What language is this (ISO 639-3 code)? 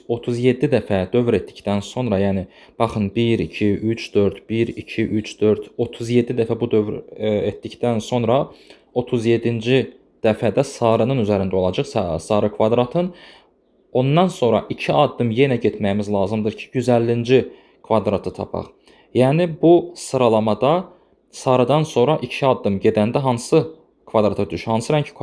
aze